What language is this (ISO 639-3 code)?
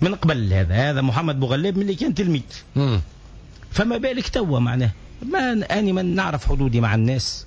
aeb